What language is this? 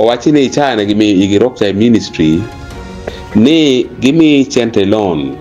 Acoli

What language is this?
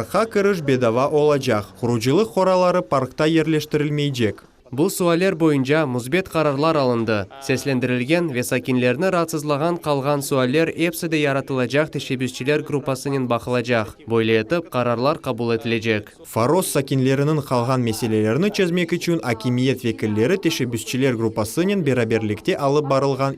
Crimean Tatar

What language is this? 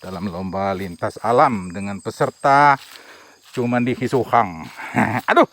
Musi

